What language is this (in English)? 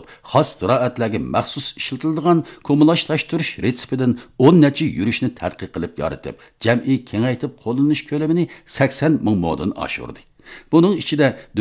Uyghur